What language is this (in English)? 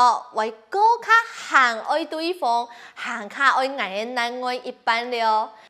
Hakka Chinese